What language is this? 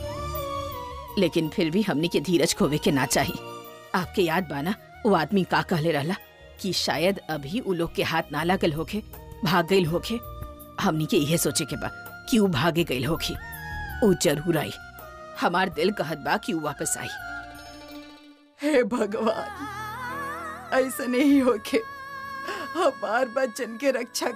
Bhojpuri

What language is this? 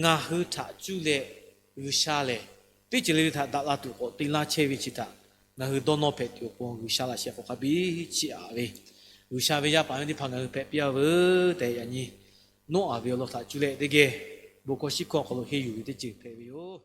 Lahu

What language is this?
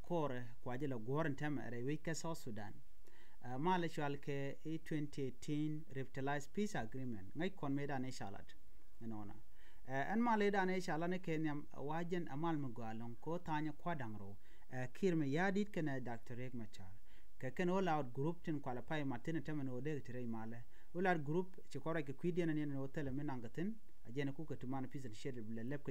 Nuer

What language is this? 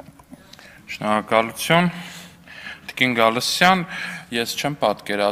Armenian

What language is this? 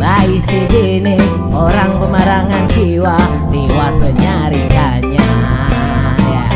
Banjar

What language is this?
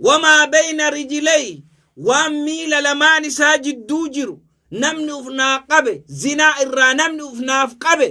Oromo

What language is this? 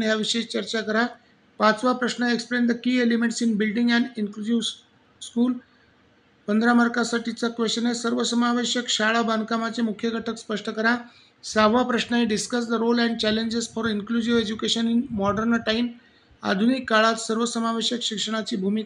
Marathi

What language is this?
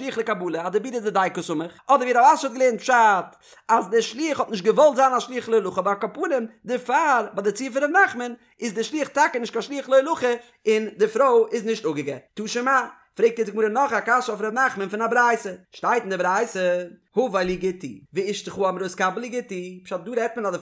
Yiddish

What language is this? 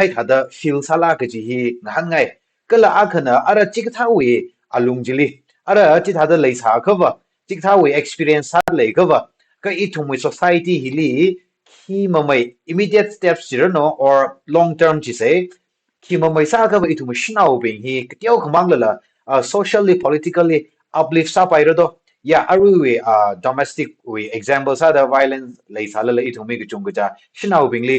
Tangkhul Naga (India)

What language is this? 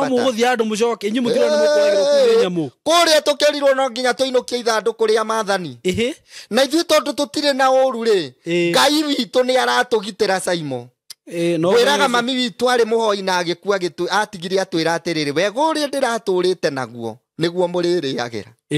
Kikuyu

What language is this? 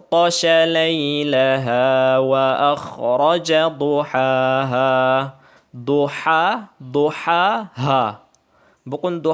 Tausug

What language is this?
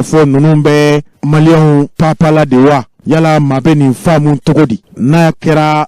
Bambara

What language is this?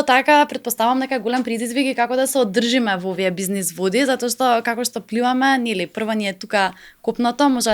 Macedonian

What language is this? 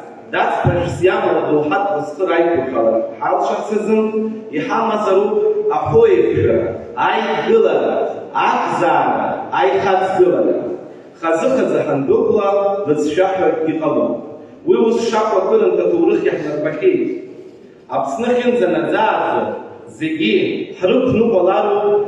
Abkhazian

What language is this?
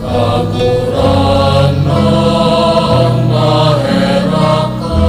Bikol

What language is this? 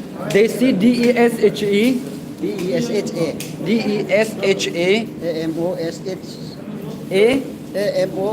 Naga Pidgin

